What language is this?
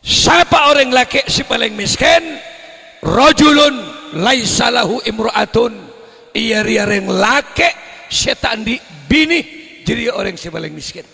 Madurese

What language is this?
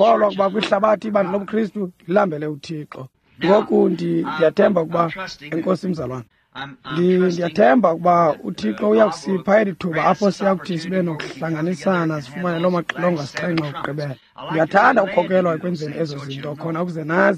Xhosa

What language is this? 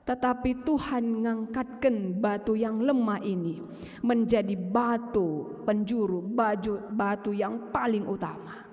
Batak Karo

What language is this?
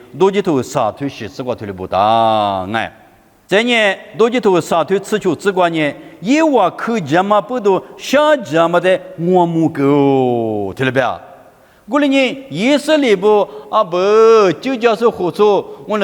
Lisu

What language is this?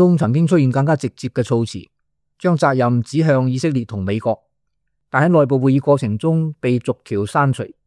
Cantonese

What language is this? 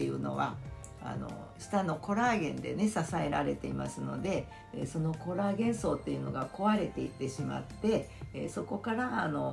Japanese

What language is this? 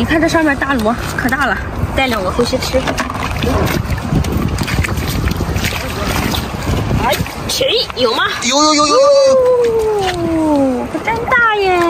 Chinese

